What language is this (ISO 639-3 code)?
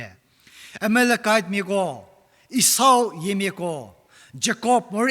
njm